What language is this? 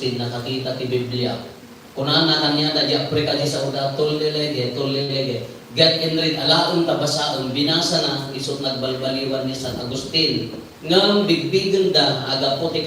Iloko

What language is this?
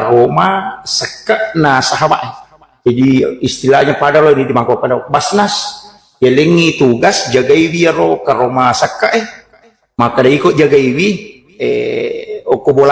Buginese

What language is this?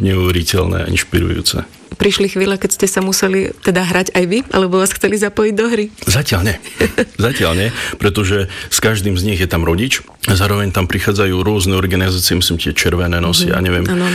Slovak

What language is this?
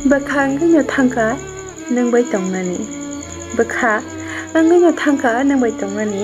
Kok Borok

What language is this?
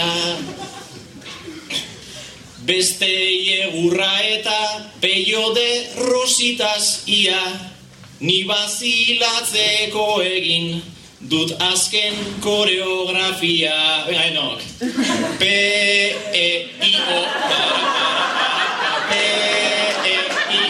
Basque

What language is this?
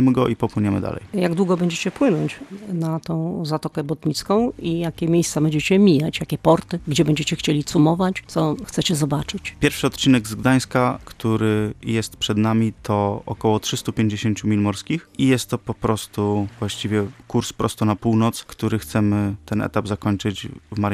Polish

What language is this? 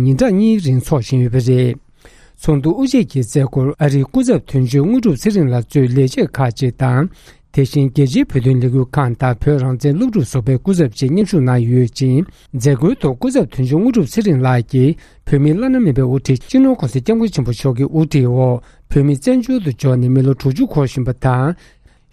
Tibetan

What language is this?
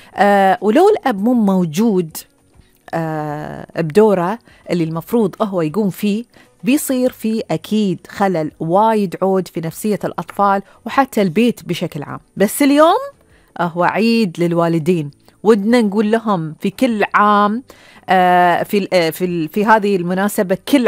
Gulf Arabic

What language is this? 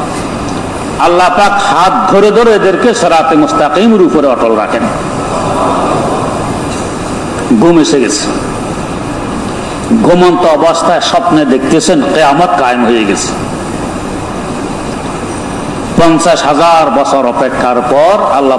Bangla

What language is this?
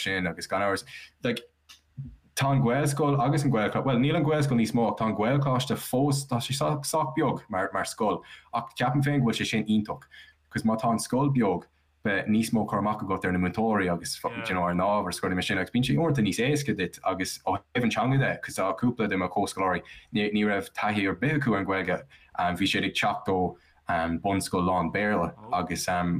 Irish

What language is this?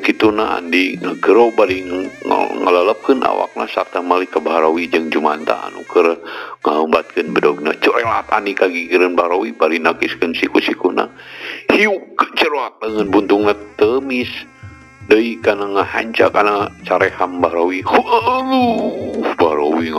Sundanese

